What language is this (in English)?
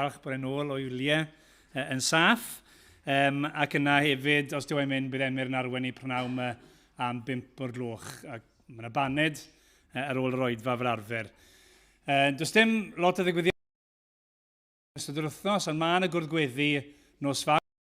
Welsh